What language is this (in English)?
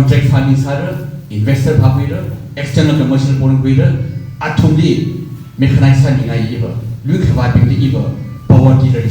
Tangkhul Naga (India)